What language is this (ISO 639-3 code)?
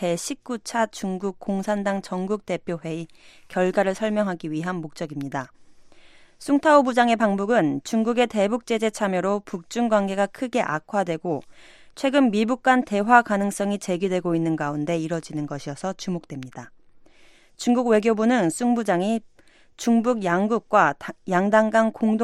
kor